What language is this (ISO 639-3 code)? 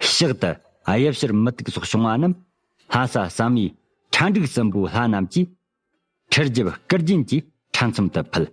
bod